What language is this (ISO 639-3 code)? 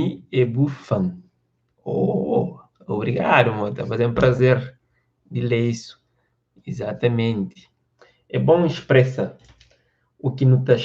kea